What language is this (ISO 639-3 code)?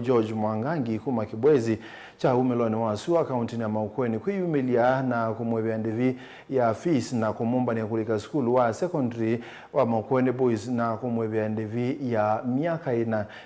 kam